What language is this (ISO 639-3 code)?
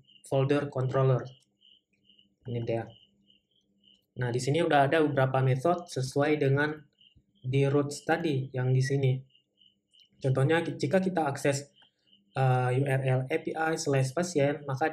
ind